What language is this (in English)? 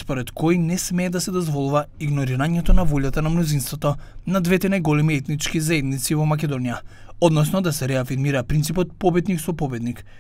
Macedonian